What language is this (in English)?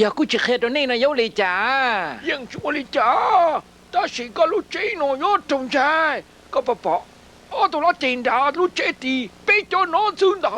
Hmong